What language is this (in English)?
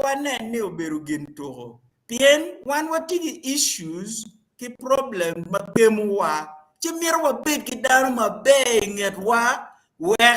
Acoli